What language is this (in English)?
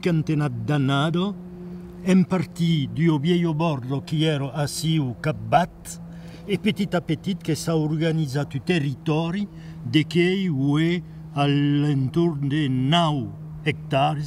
Occitan